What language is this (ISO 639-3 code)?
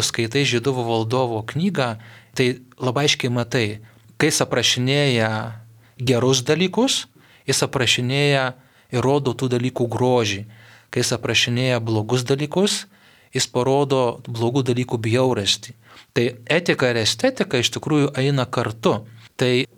lit